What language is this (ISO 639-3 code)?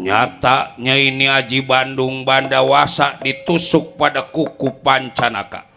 bew